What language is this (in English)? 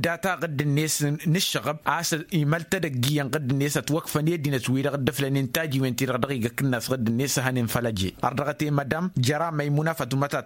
Tamasheq